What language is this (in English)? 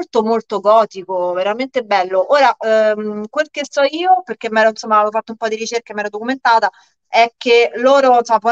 Italian